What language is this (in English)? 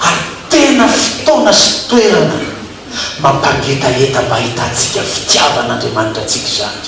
Malagasy